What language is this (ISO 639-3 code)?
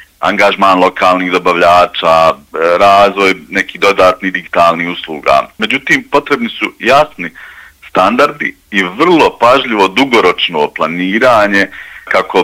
bos